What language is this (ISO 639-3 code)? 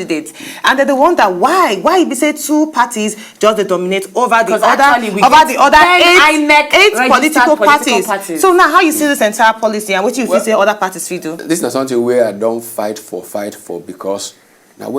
pcm